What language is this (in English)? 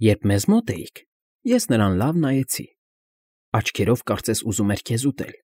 Armenian